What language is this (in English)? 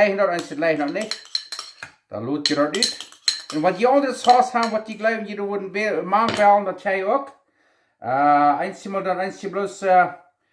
Plautdietsch